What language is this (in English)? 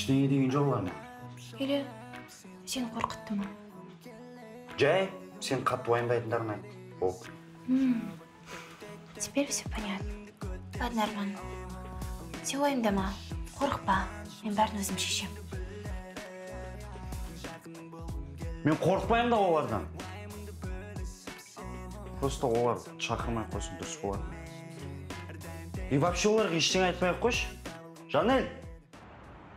Kazakh